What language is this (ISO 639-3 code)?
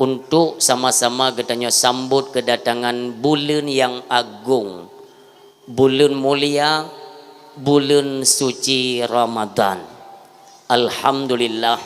ace